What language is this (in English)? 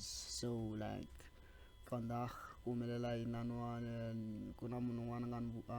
Tsonga